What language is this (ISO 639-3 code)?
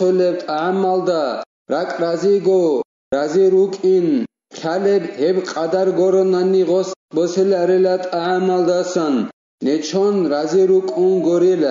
ava